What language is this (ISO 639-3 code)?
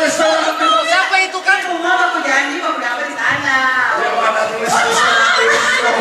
xmm